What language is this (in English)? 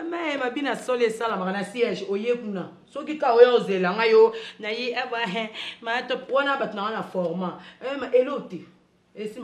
Lingala